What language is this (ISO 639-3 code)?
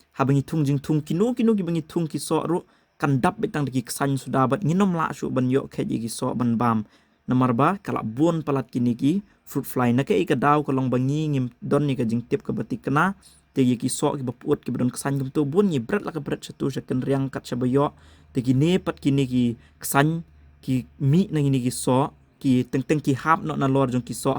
kha